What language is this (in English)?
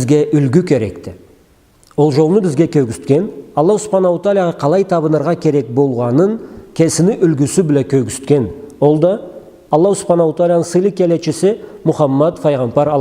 Karachay-Balkar